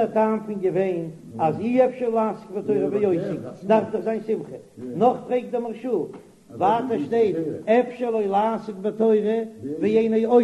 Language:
Yiddish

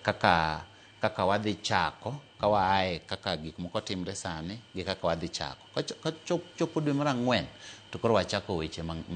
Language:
Luo (Kenya and Tanzania)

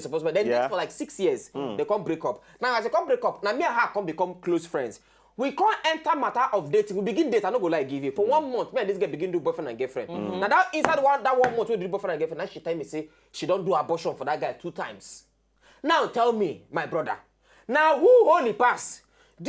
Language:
Nigerian Pidgin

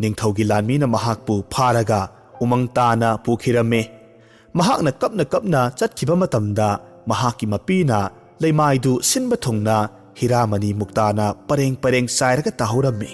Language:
Manipuri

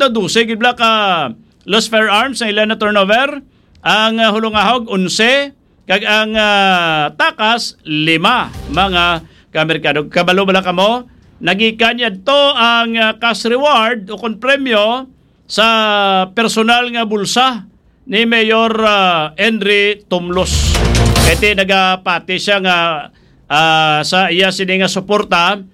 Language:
Hiligaynon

